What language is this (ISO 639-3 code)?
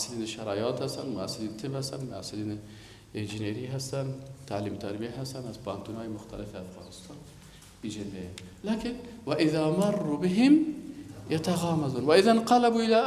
fas